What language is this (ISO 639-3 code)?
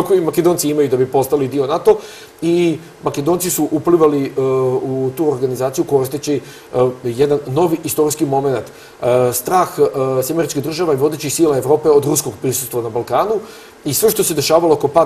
srp